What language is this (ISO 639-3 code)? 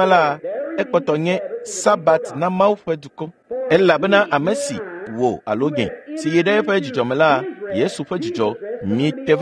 ewe